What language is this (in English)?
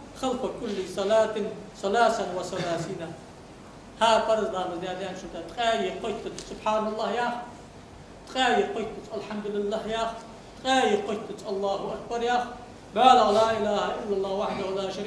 Ingush